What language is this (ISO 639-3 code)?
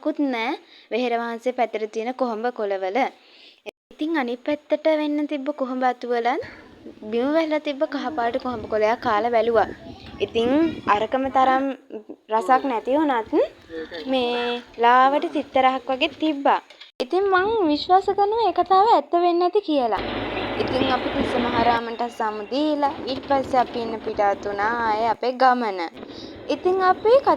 sin